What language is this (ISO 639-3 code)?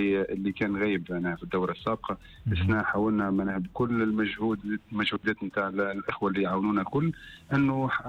aeb